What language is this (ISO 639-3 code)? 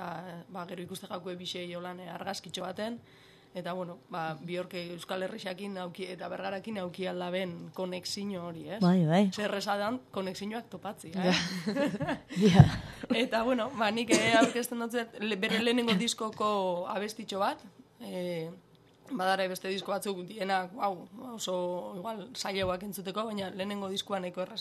eus